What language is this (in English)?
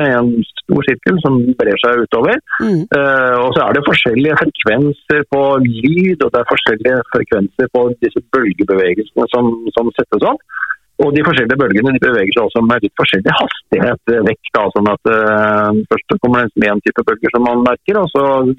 Norwegian